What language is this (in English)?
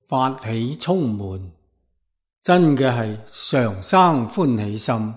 Cantonese